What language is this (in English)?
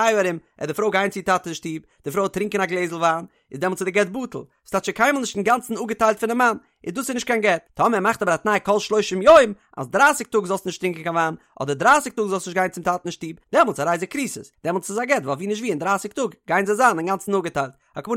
Yiddish